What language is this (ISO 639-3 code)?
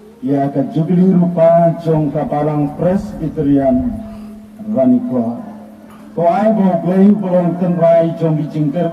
kha